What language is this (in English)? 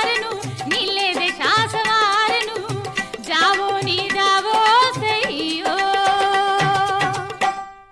Punjabi